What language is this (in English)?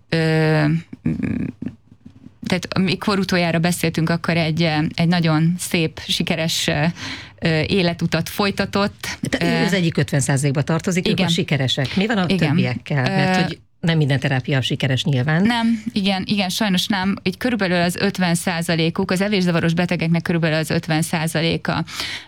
Hungarian